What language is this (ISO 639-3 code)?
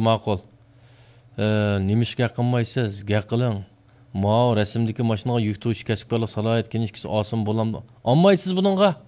uig